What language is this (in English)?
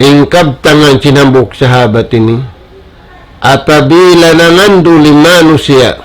Tausug